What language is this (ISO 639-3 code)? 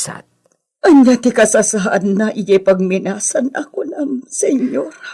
ilo